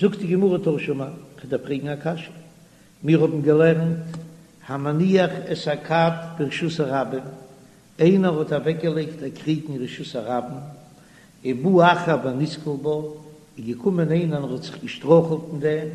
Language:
Yiddish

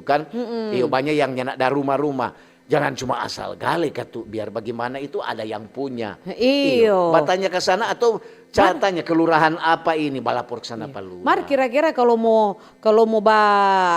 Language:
Manado Malay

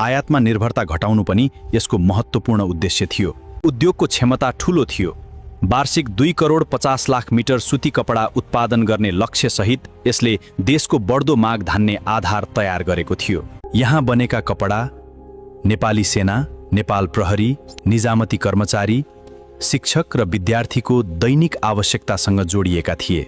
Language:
Nepali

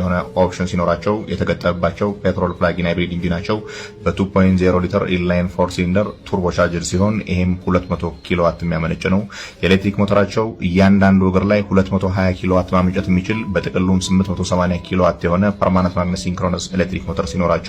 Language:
Amharic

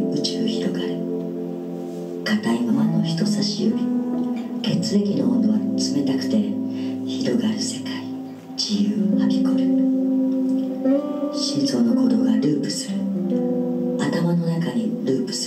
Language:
Japanese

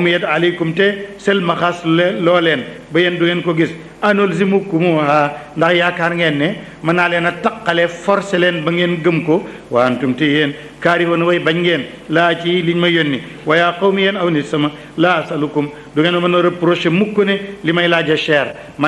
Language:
Wolof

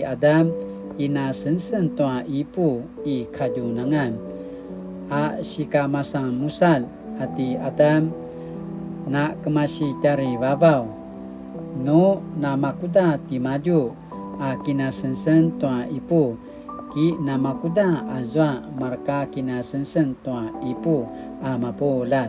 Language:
Paiwan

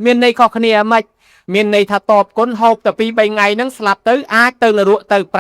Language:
Khmer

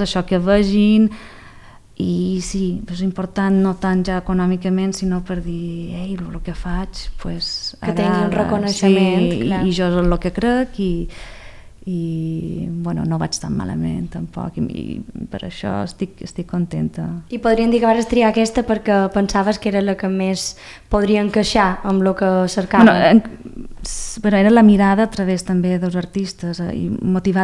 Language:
Catalan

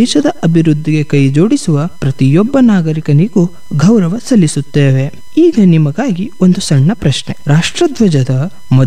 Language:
Kannada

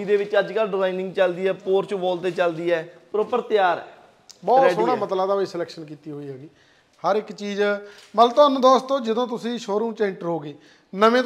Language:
Punjabi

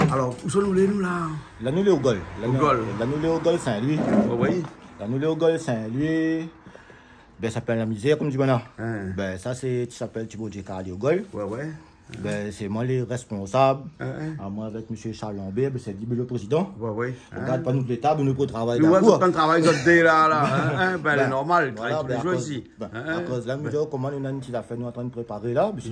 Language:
Réunion Creole French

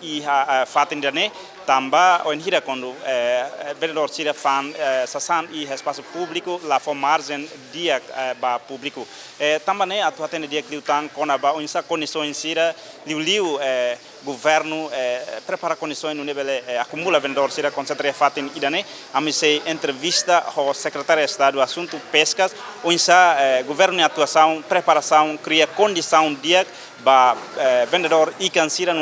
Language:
Tetum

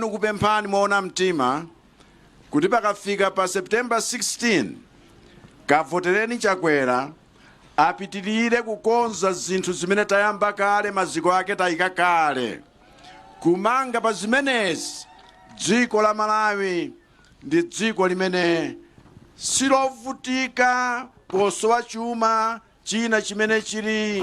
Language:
Nyanja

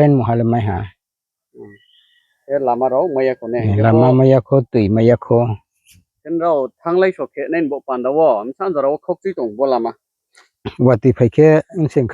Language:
Riang (India)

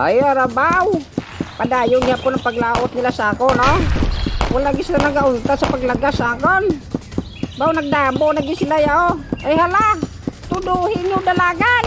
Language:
Hiligaynon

